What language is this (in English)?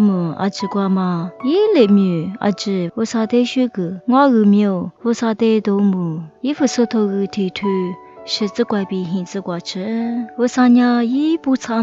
Lisu